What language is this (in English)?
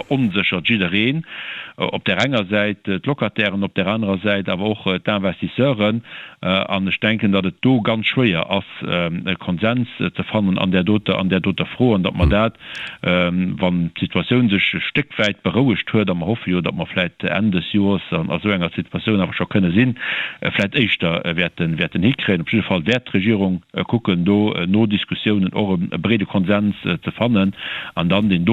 Luxembourgish